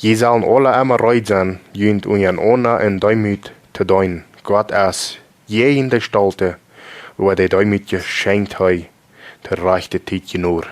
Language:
Plautdietsch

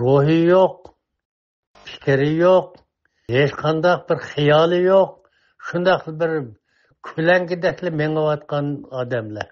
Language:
Uyghur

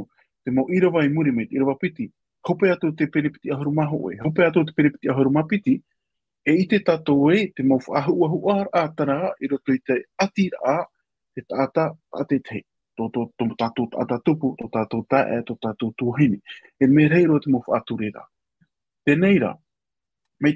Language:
Tahitian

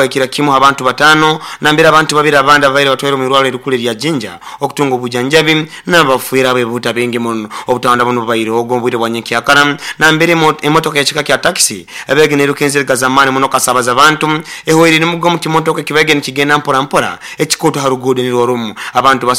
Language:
Nyoro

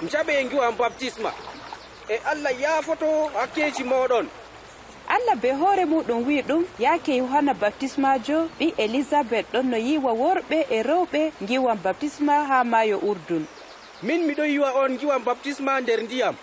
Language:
Adamawa Fulfulde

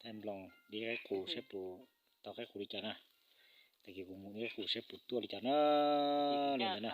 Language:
Hmong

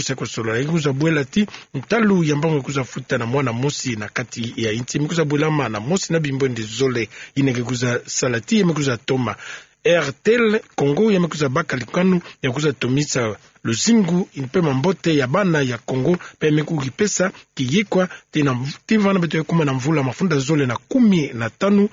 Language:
Kituba (Democratic Republic of Congo)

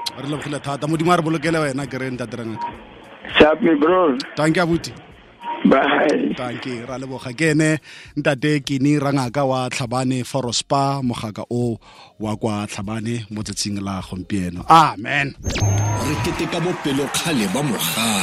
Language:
Tswana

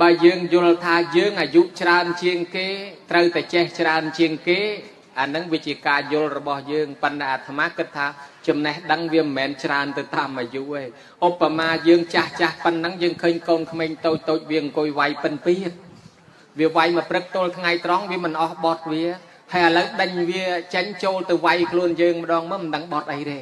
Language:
Khmer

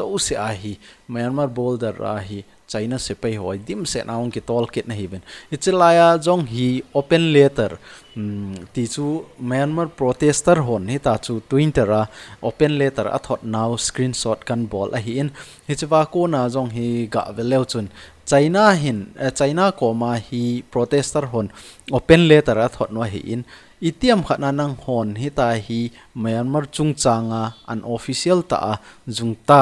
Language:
Thado Chin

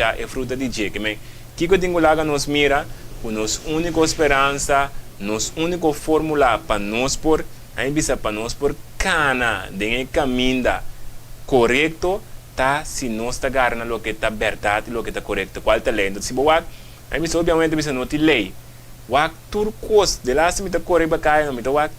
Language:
Papiamento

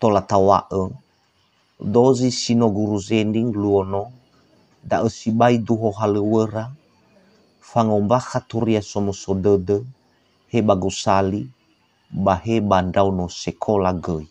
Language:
Nias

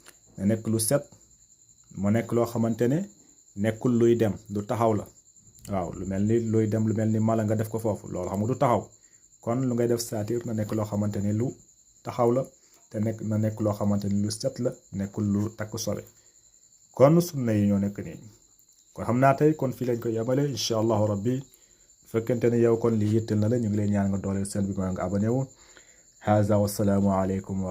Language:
Wolof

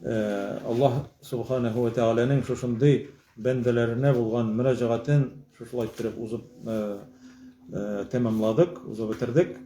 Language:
Tatar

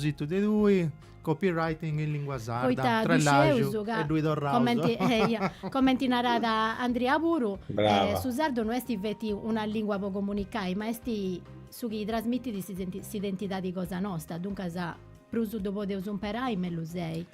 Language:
Sardinian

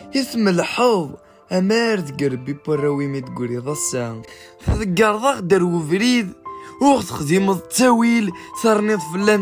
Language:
Kabyle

